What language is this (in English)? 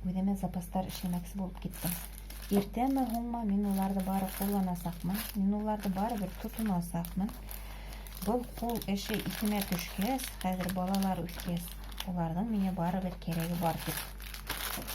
Bashkir